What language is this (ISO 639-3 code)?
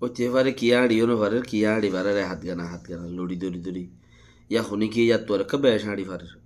rhg